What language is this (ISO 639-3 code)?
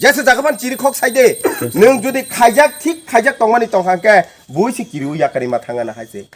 trp